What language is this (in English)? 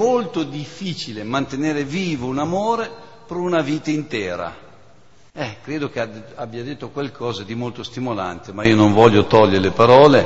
Italian